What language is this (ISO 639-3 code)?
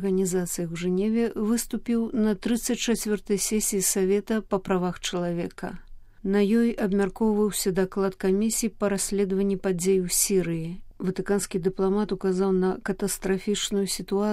bel